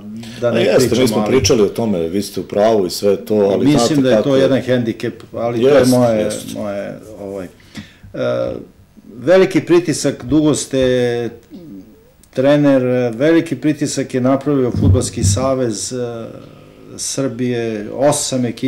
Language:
Serbian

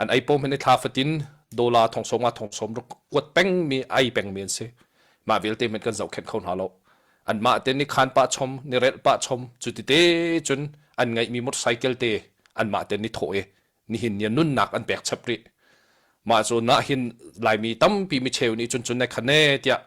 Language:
Hakha Chin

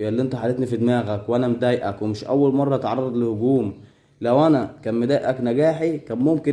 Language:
Egyptian Arabic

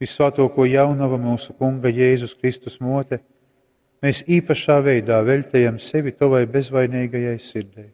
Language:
Latgalian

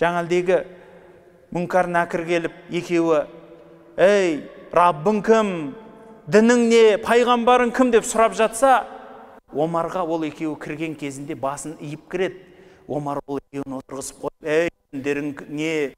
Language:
Kazakh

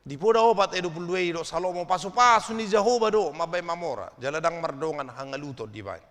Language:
Batak Toba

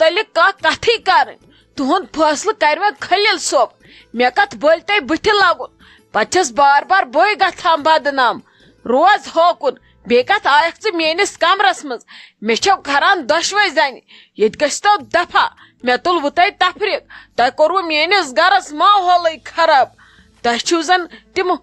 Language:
Kashmiri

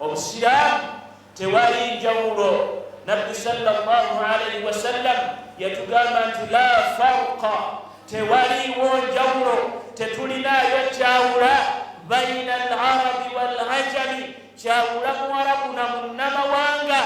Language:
Ganda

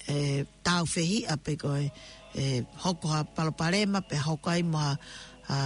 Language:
Tongan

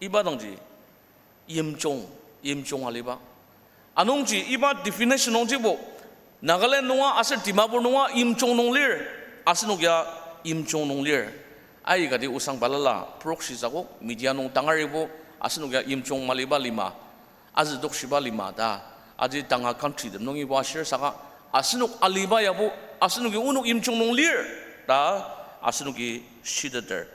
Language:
Ao Naga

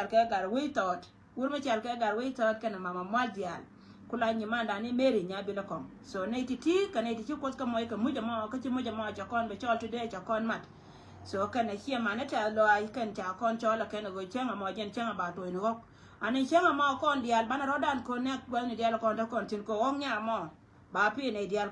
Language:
Nuer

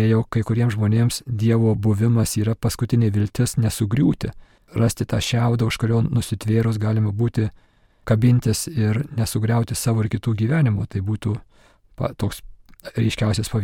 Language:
Lithuanian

